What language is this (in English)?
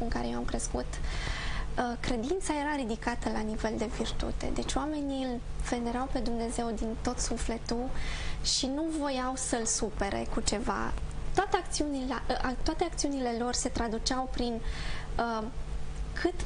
Romanian